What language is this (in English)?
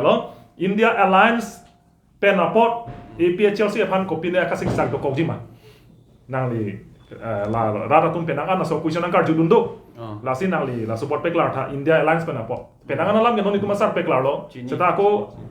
Karbi